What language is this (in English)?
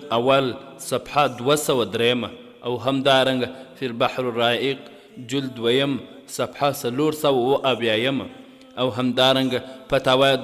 Pashto